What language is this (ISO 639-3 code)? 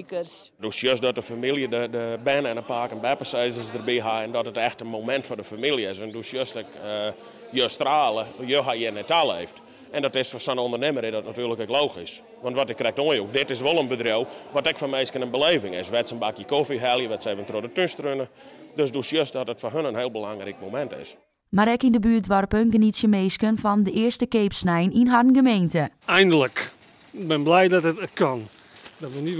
fry